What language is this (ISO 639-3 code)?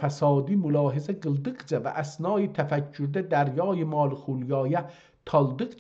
azb